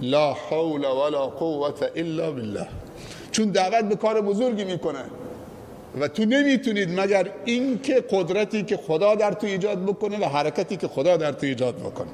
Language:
Persian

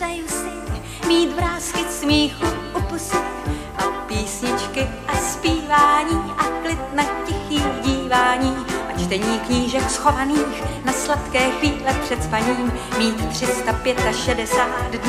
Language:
Czech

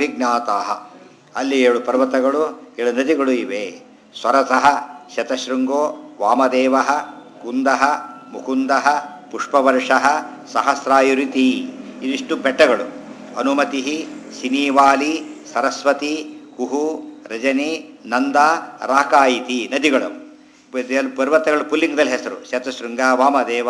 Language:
Kannada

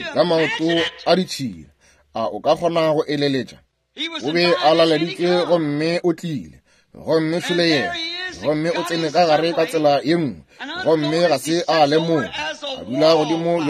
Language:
Northern Sotho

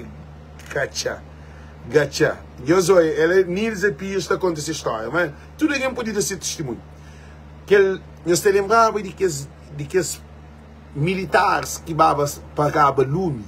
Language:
Kabuverdianu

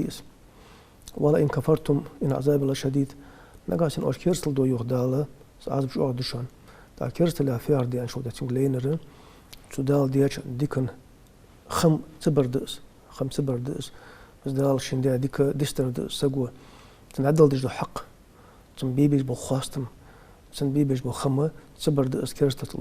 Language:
Ingush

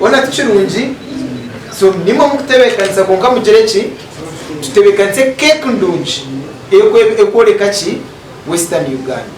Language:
Nyankole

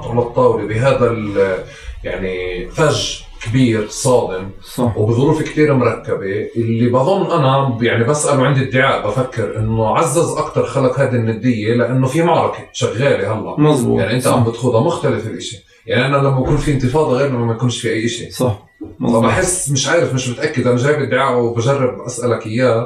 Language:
North Levantine Arabic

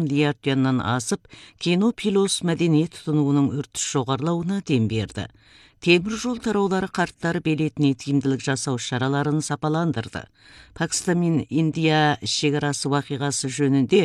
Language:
Kazakh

